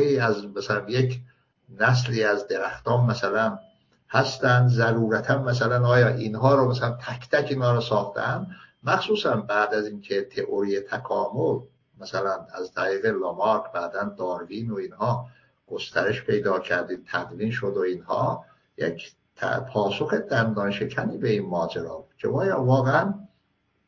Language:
Persian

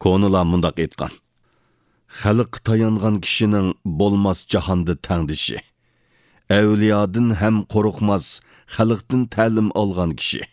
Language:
Uyghur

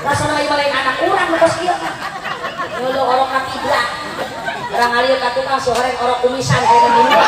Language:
Sundanese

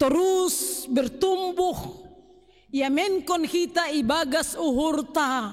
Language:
Batak Simalungun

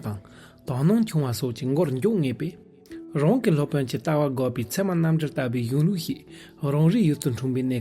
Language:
Amdo Tibetan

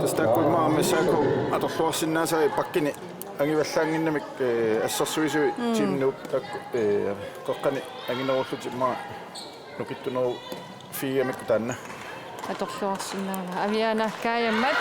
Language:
Kalaallisut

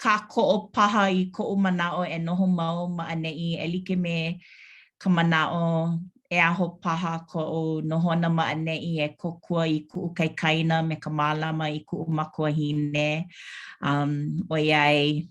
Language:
Hawaiian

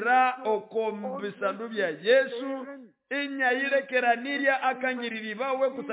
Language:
Nande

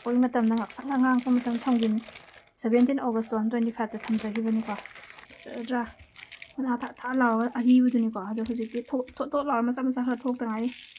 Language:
Manipuri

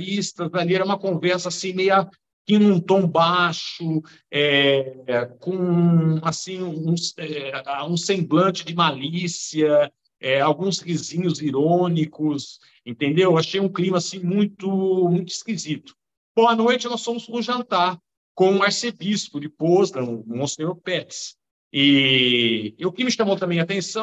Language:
Portuguese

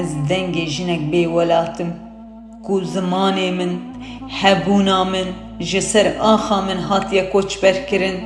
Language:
Kurdish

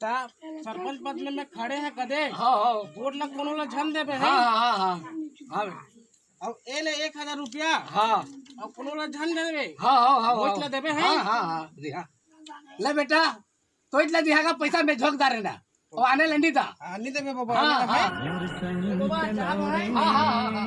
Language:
Chhattisgarhi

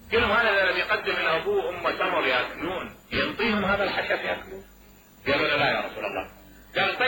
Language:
Mesopotamian Arabic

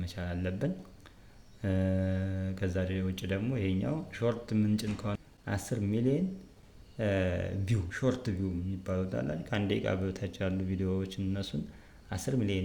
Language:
Amharic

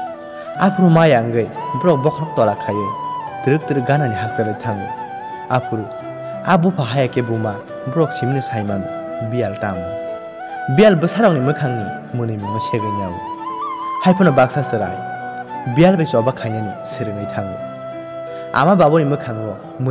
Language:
Kok Borok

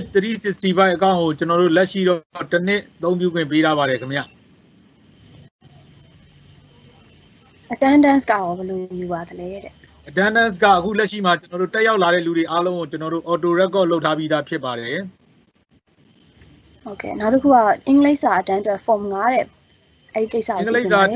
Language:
Burmese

